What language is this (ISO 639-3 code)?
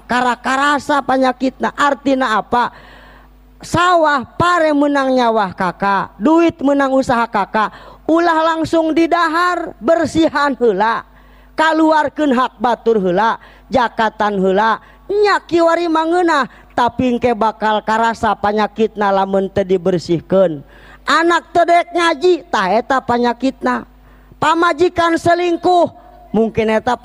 sun